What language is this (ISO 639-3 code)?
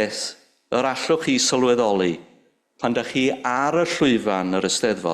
cym